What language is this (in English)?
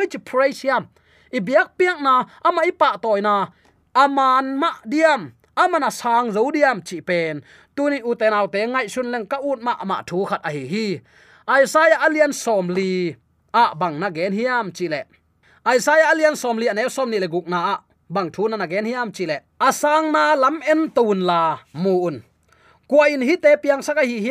Tedim Chin